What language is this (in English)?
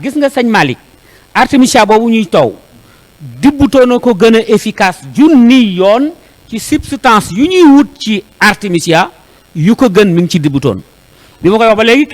Wolof